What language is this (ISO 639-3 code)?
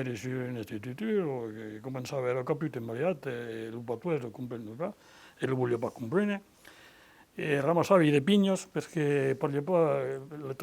oci